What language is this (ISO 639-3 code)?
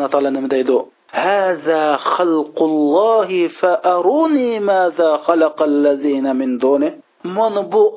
uig